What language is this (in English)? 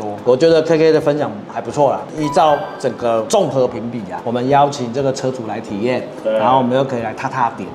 Chinese